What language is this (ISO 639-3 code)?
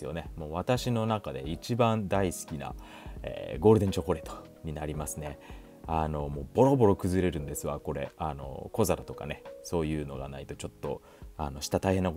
jpn